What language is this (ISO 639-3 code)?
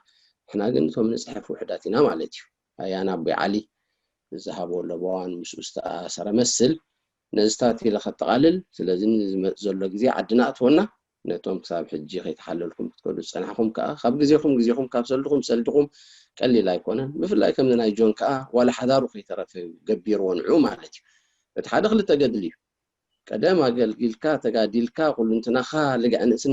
tir